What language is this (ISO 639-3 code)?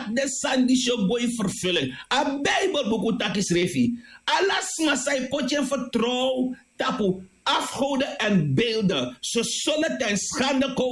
srn